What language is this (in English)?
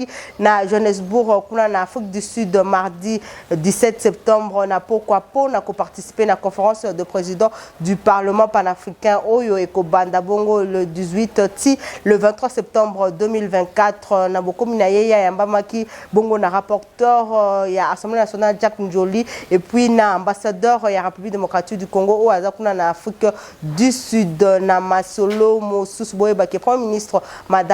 Lingala